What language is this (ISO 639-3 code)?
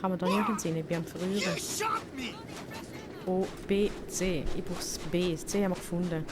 gsw